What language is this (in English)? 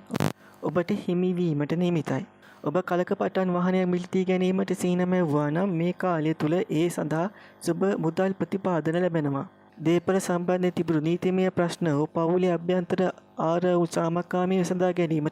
Sinhala